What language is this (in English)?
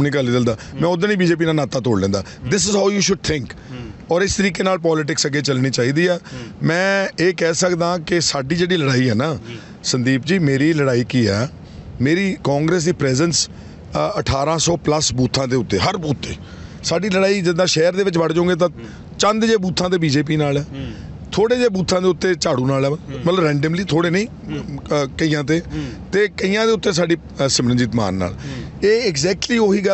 Punjabi